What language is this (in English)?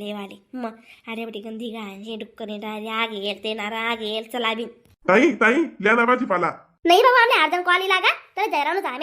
Khandesi